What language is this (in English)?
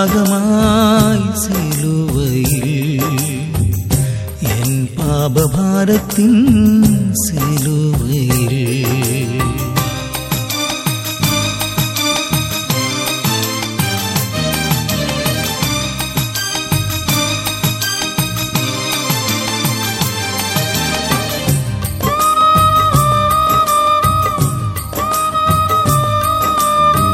Malayalam